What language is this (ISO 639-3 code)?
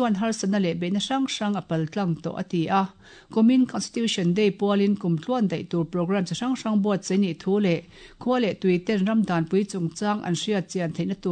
lus